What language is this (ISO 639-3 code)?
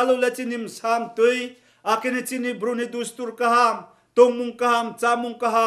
ria